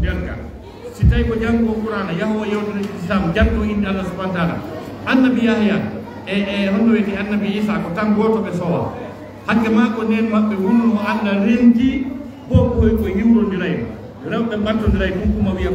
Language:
Fula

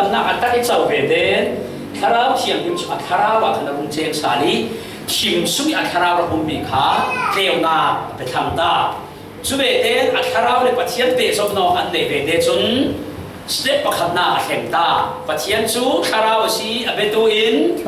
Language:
Falam Chin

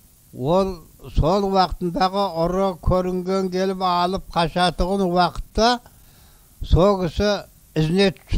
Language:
Kazakh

